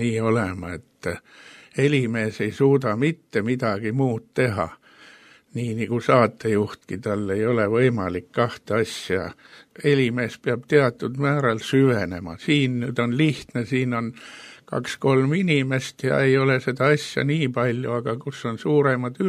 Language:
Estonian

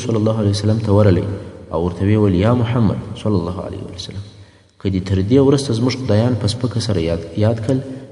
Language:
Pashto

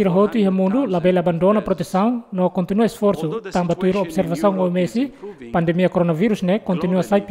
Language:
Tetum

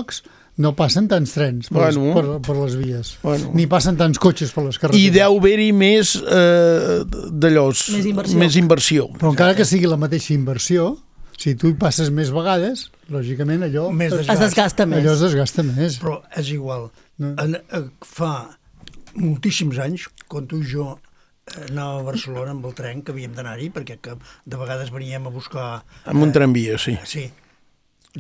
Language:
Catalan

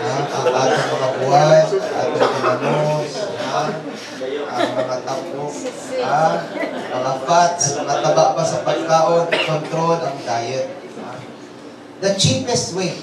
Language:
Cebuano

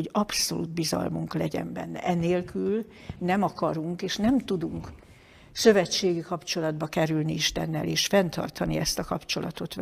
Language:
Hungarian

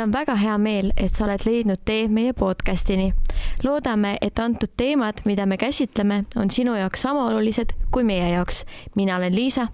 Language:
Estonian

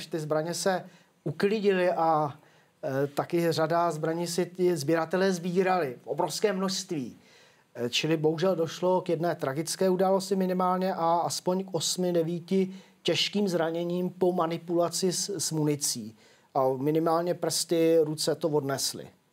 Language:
Czech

